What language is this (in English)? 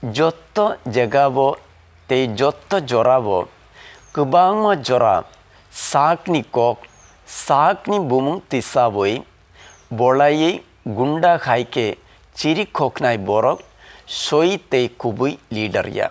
Kok Borok